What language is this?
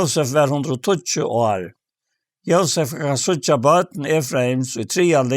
Faroese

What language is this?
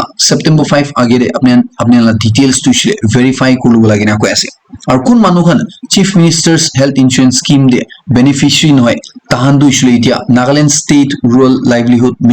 Naga Pidgin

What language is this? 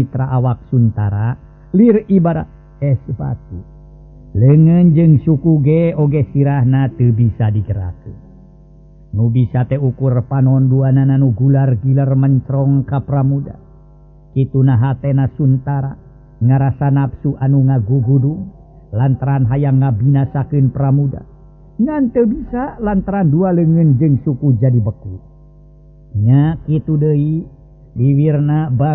Sundanese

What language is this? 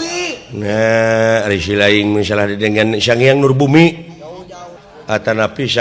Sundanese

